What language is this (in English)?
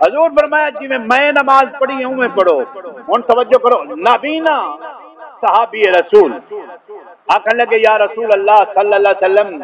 Saraiki